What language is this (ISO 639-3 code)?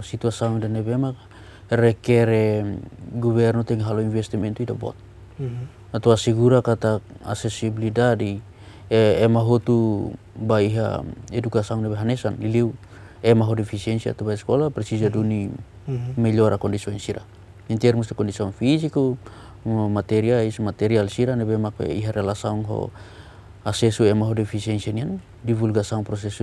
tet